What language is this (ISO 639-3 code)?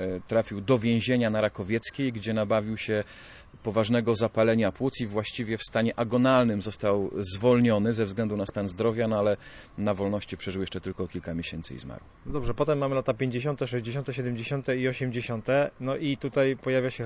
pol